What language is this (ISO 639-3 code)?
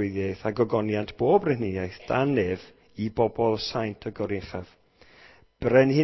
cym